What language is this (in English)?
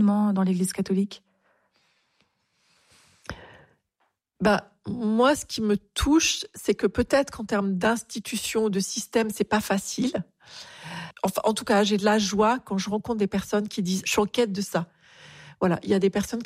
French